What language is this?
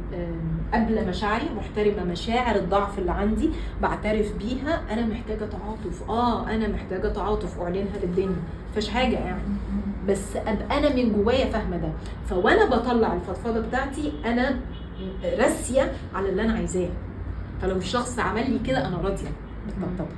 Egyptian Arabic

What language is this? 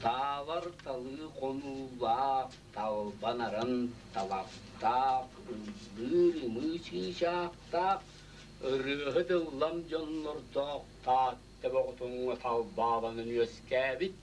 Yakut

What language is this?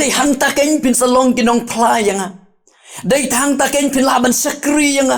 Khasi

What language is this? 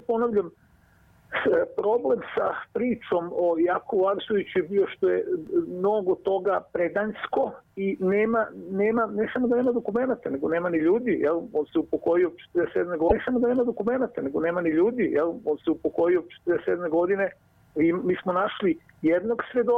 Serbian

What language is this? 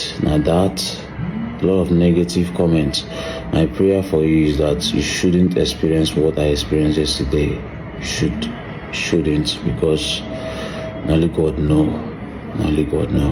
Nigerian Pidgin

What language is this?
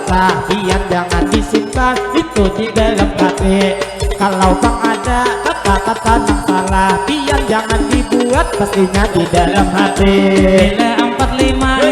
Banjar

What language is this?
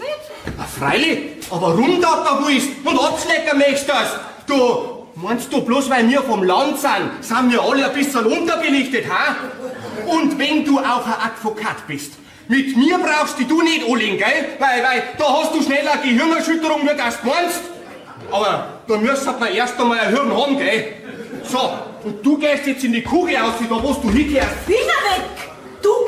Bavarian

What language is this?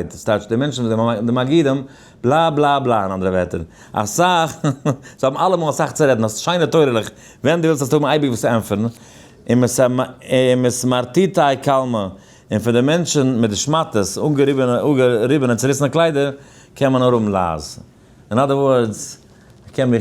Yiddish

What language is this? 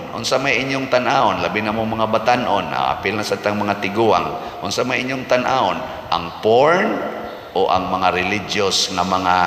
Cebuano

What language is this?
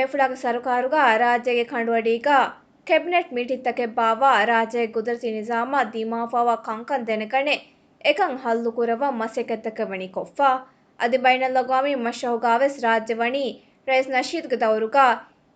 Divehi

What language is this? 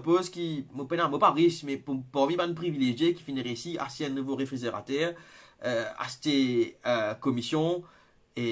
Morisyen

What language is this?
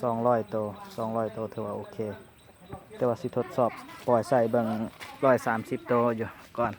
Lao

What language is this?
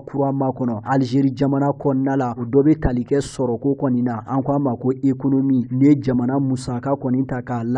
Bambara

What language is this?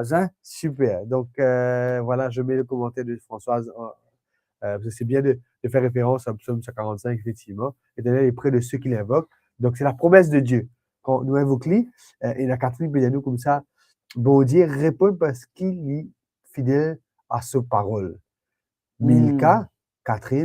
Morisyen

